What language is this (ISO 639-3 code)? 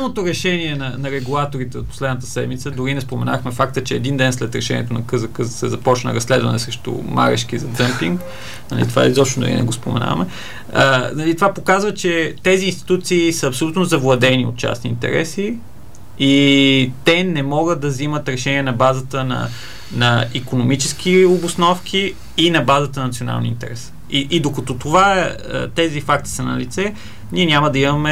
bul